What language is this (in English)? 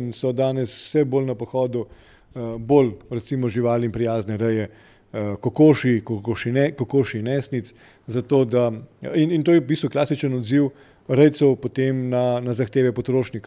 Slovenian